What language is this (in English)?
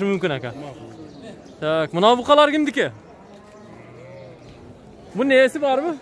Kyrgyz